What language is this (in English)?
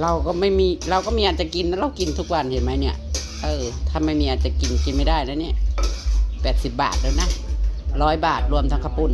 Northeastern Thai